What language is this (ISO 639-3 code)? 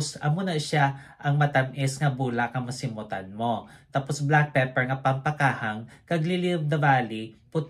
hil